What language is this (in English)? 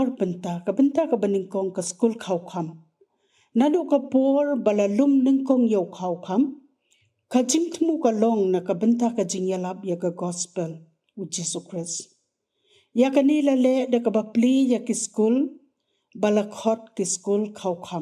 Khasi